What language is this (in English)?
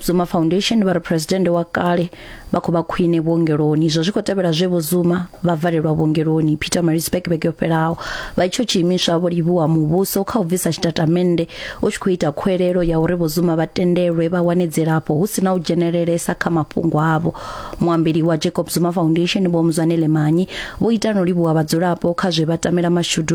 Venda